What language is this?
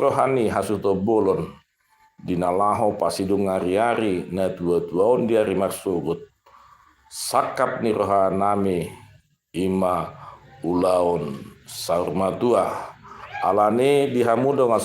Batak Toba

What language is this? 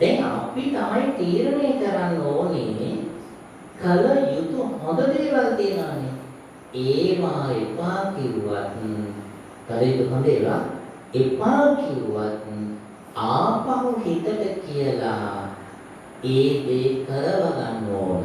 Sinhala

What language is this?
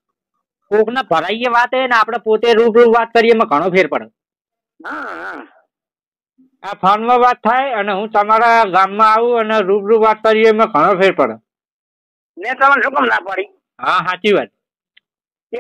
Gujarati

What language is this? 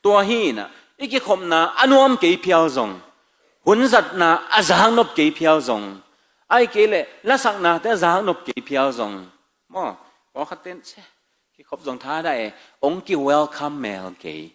Tedim Chin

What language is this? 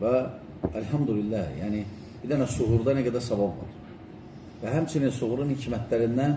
Azerbaijani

